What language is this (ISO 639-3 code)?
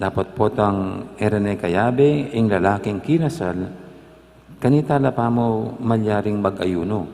pam